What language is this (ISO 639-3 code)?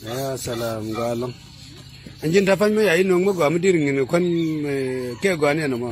nus